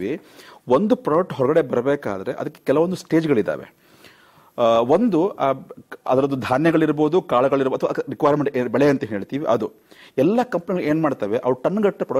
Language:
Kannada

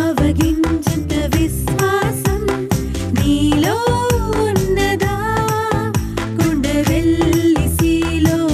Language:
Telugu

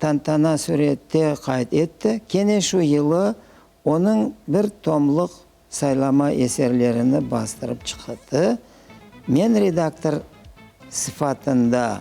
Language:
Crimean Tatar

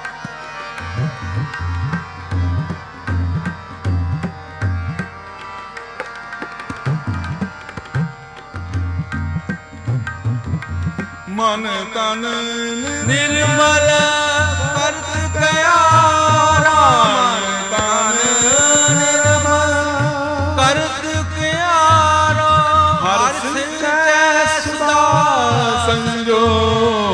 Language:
Punjabi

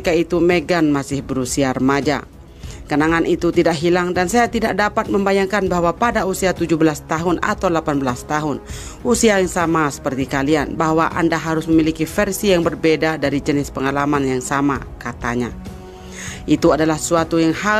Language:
Indonesian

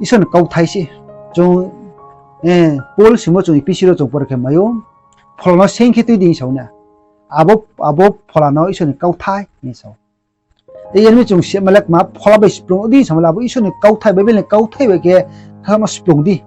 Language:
Riang (India)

